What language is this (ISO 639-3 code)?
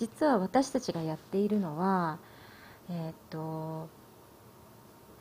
jpn